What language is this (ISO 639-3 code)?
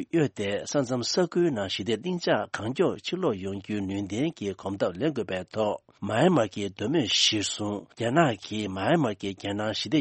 bod